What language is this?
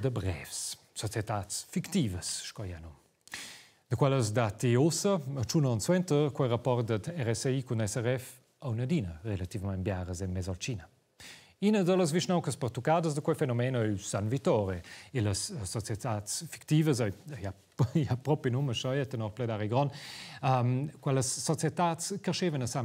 Romansh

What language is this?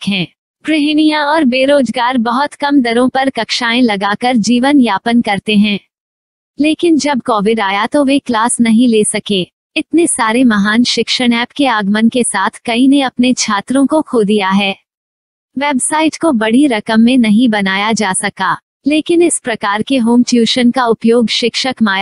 Hindi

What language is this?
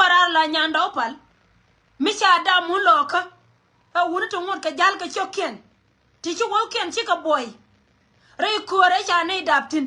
Nuer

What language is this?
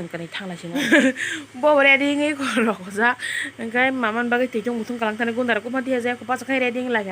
Kok Borok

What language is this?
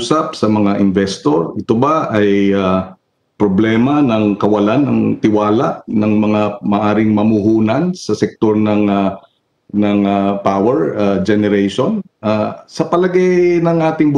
Filipino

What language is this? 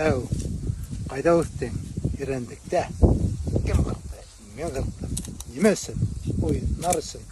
Bashkir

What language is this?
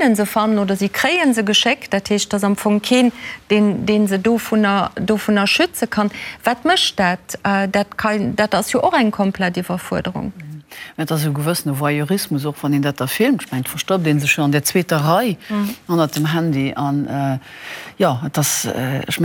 Luxembourgish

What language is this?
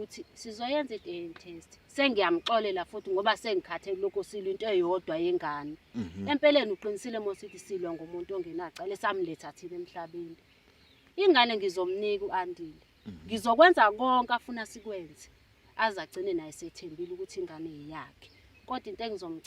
Zulu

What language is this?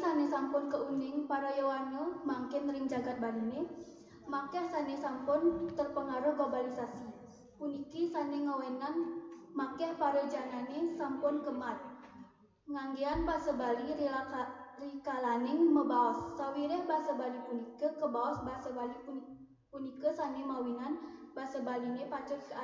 Balinese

